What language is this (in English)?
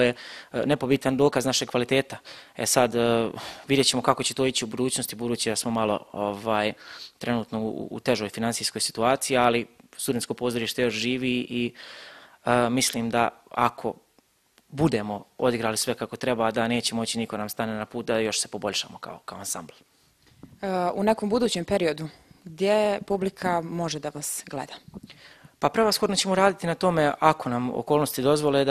Bosnian